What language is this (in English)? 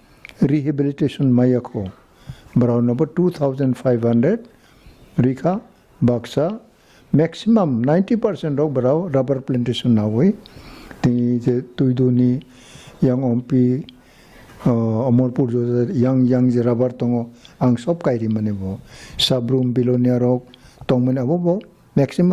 Kok Borok